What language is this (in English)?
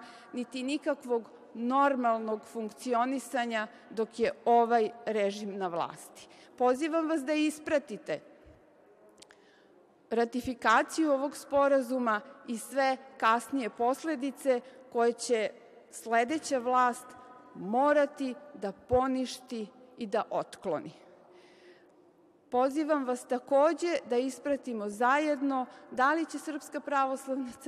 Serbian